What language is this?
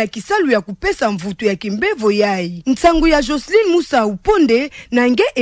Kituba (Democratic Republic of Congo)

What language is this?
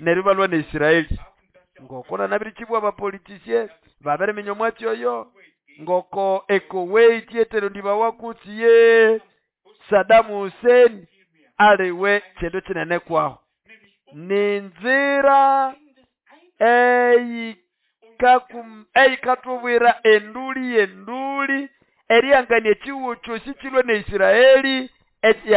Nande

